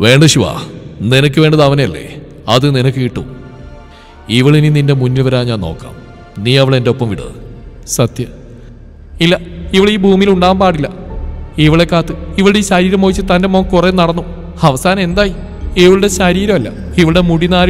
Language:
Malayalam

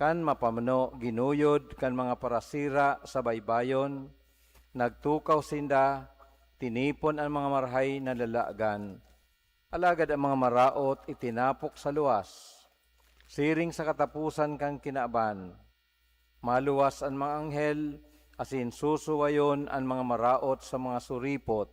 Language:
Bikol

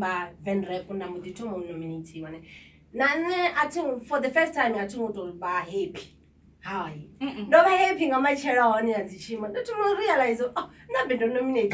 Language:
Venda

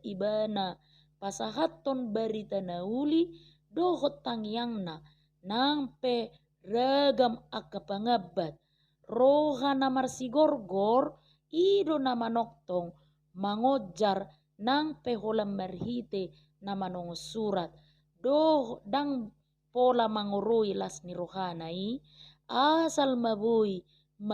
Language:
Batak Toba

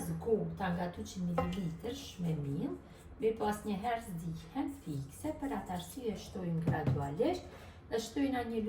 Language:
Albanian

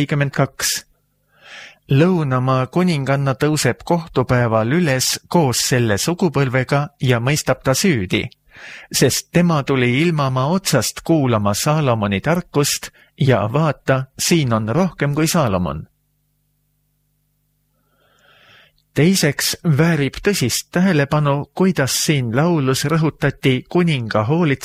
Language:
Estonian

